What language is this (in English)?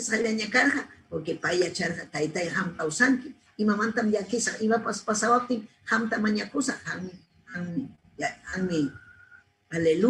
Ayacucho Quechua